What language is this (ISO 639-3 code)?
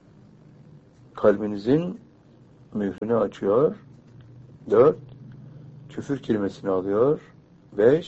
tur